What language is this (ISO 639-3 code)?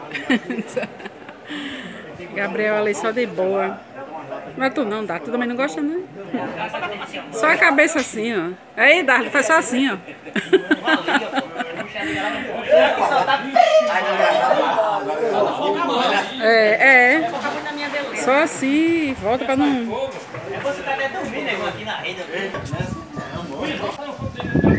por